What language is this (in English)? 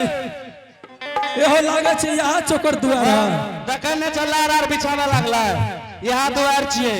Angika